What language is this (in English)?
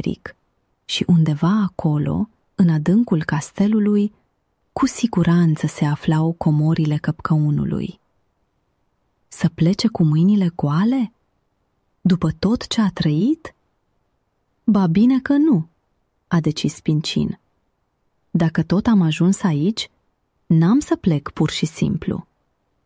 Romanian